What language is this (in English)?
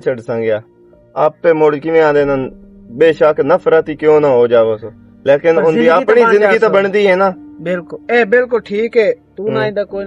Western Panjabi